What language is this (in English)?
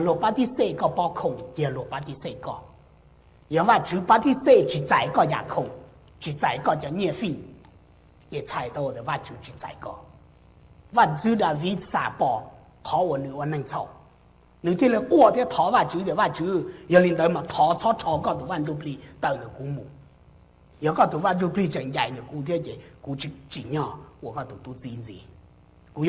Hmong